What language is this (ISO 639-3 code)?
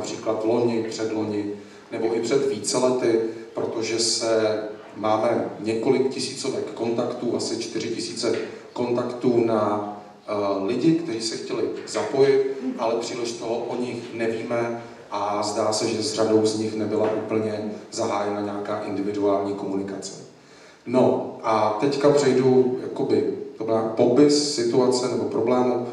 ces